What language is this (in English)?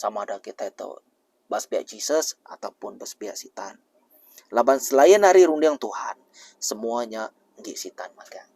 Iban